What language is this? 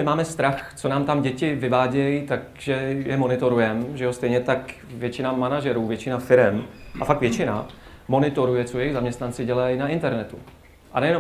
Czech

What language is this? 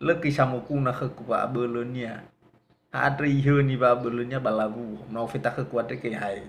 Nias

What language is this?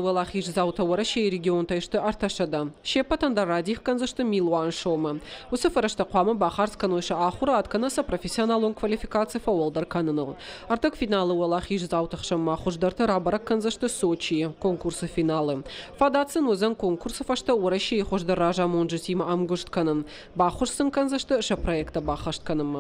Ossetic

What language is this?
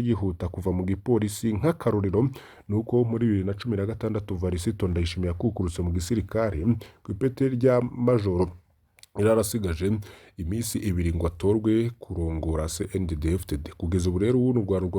Rundi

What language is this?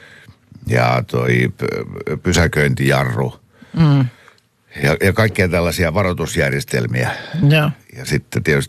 Finnish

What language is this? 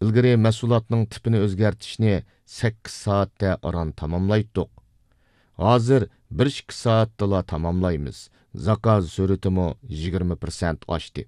Uyghur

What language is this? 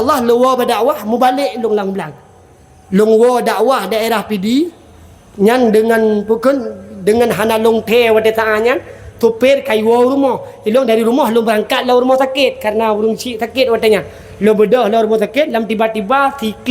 Achinese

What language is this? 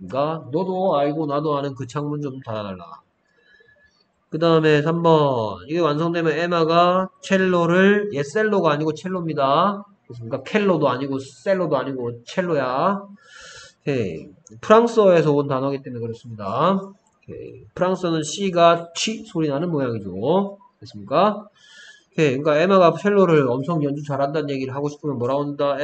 Korean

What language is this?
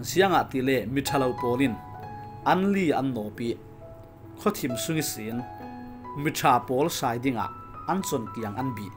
Falam Chin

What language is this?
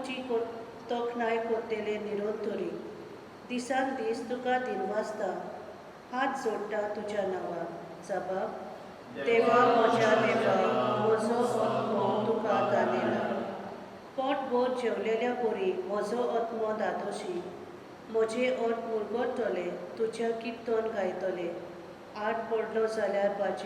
Konkani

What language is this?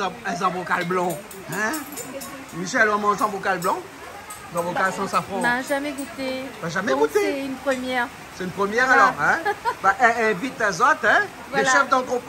Réunion Creole French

